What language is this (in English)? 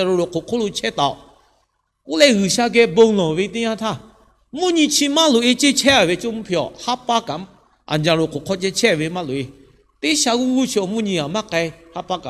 Lahu